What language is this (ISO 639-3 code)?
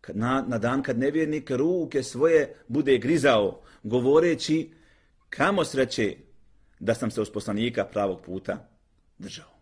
bos